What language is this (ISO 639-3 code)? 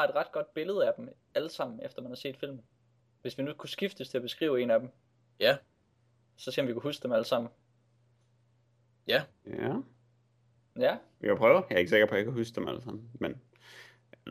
dan